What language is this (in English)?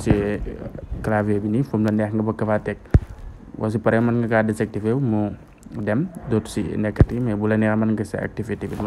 Wolof